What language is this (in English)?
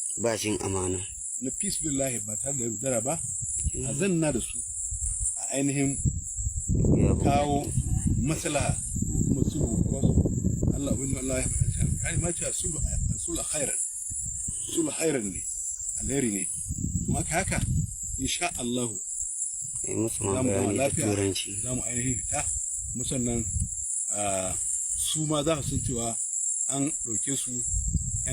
Hausa